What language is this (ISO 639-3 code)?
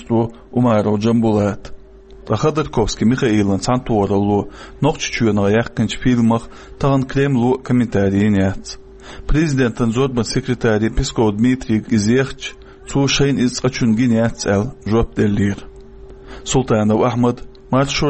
che